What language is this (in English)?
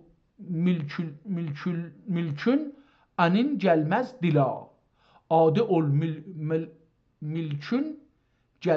South Azerbaijani